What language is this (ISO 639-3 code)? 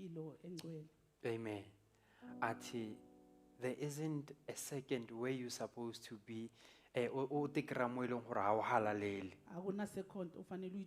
sot